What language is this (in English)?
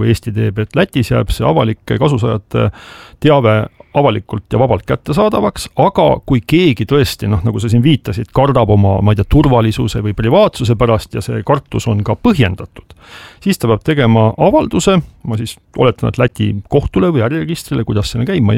Estonian